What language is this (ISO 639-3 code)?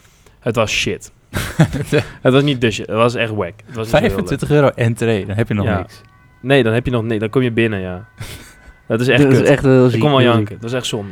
nld